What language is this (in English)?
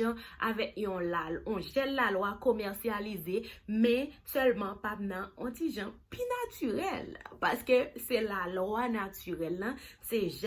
Haitian Creole